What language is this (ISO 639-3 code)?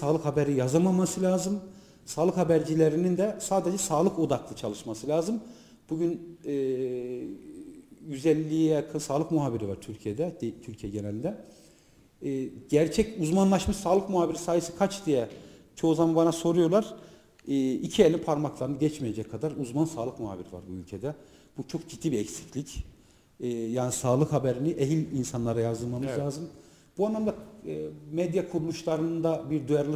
tur